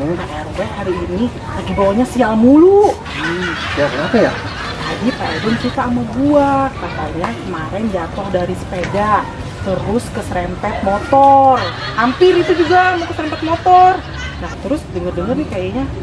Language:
Betawi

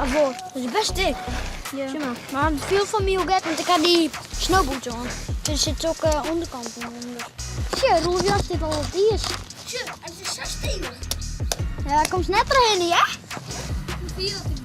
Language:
Western Frisian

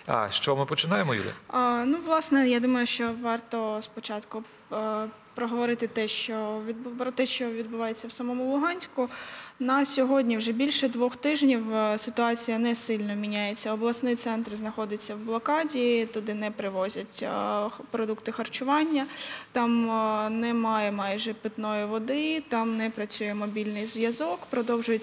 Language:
Ukrainian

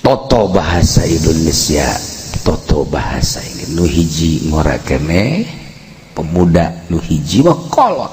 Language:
Sundanese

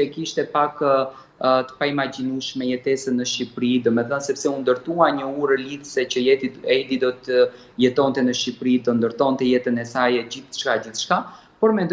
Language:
Albanian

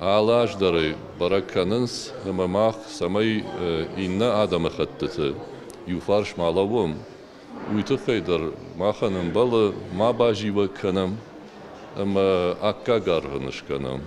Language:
Ossetic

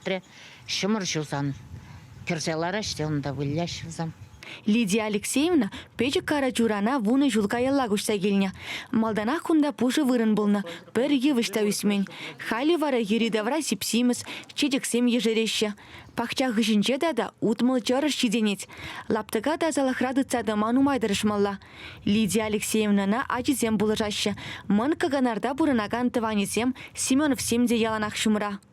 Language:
Chuvash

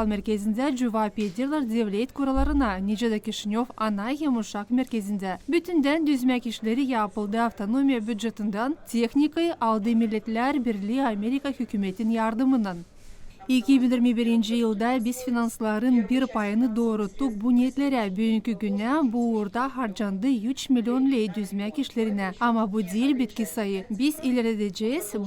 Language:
Gagauz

